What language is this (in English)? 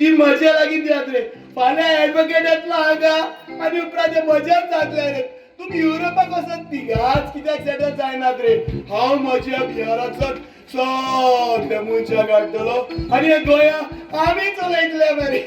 Konkani